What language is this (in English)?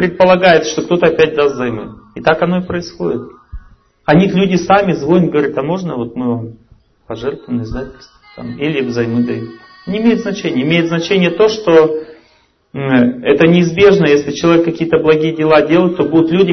Russian